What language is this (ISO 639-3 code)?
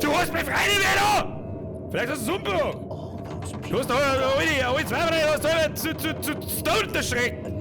bar